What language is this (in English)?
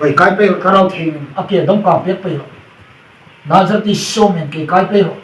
Hmar